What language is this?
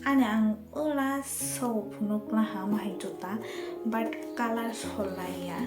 Kok Borok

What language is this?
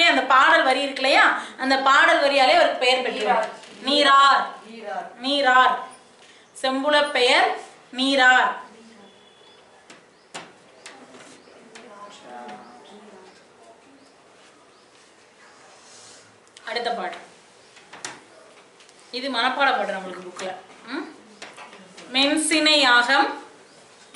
Tamil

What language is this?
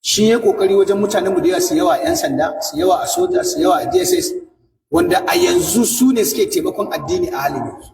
Hausa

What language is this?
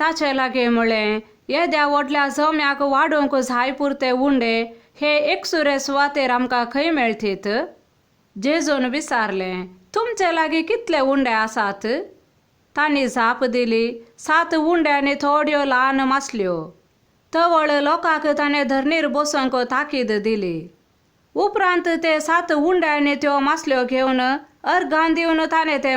Konkani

